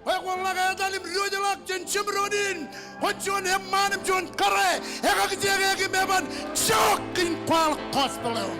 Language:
Marshallese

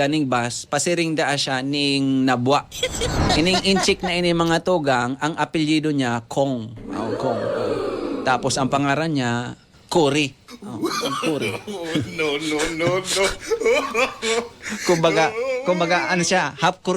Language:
Bikol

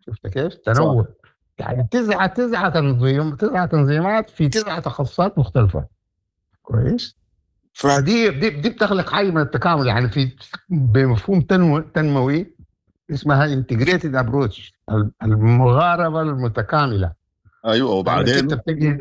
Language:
Sudanese Arabic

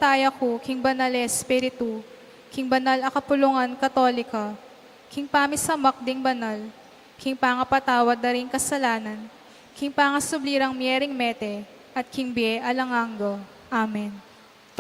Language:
Pampanga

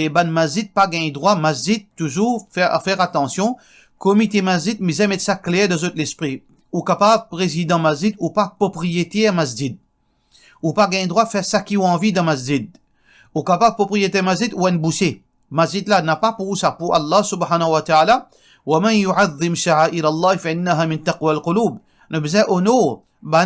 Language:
Morisyen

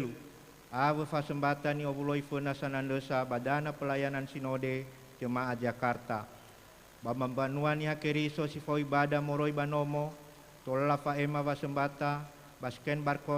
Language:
Nias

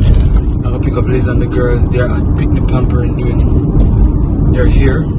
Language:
Jamaican Creole English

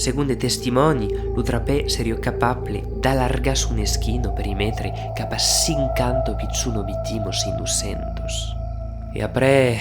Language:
Occitan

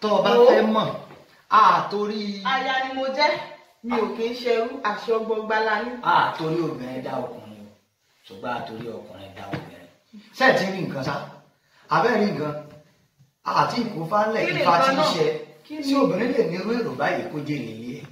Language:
Yoruba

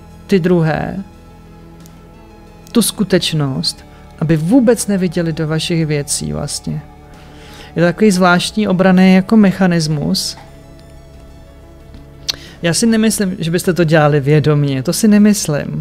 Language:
Czech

